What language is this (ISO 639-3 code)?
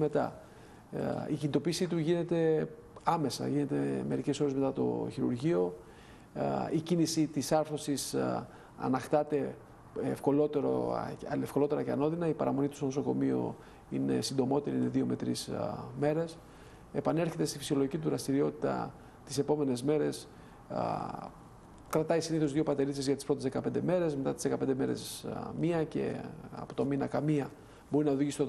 ell